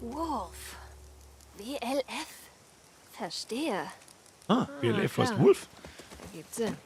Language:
Bavarian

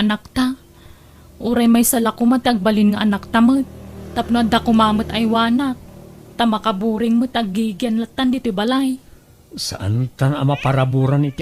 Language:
Iloko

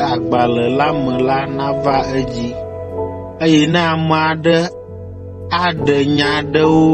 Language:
Ewe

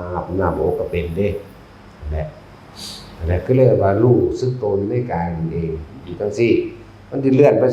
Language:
Northeastern Thai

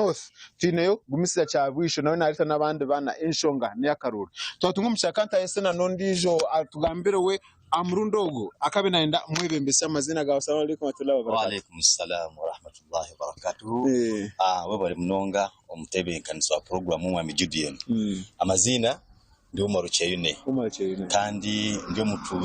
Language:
Nyankole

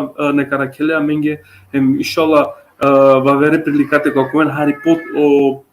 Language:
Balkan Romani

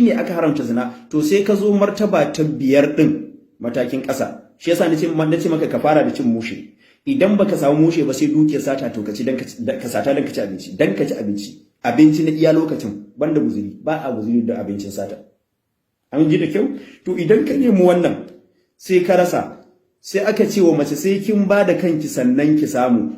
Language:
Hausa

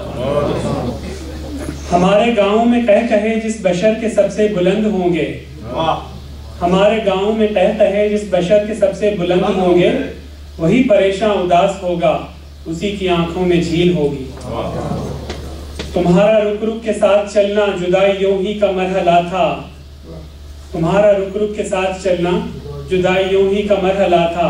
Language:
Urdu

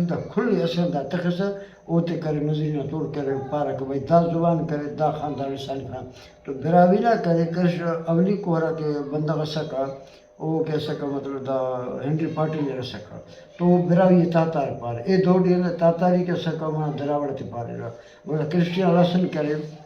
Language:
Brahui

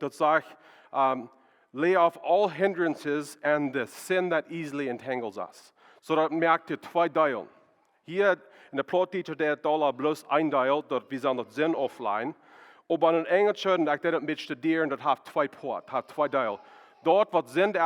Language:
Plautdietsch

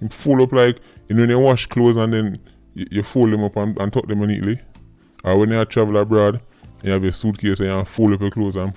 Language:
Jamaican Creole English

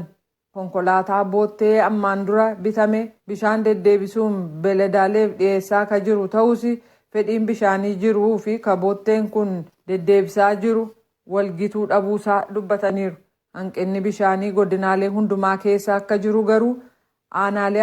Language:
Oromo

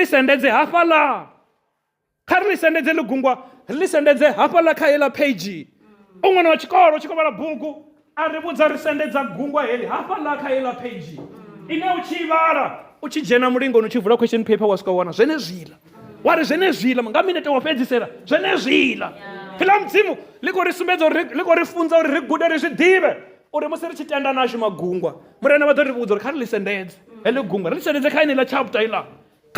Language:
Venda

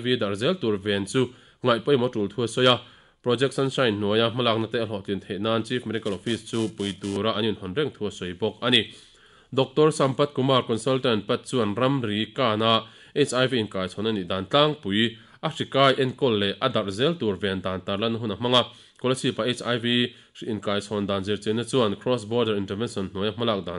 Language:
Mizo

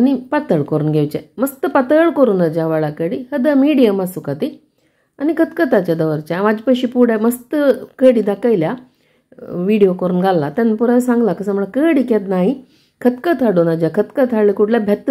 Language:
Konkani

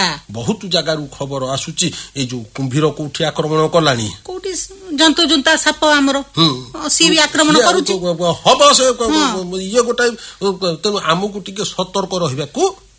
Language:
Odia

